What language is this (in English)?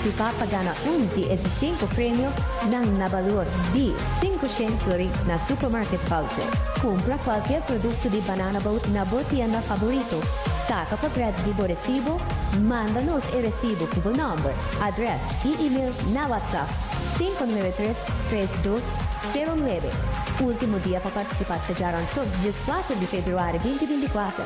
Papiamento